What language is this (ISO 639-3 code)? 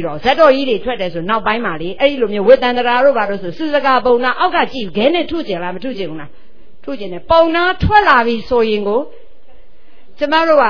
mya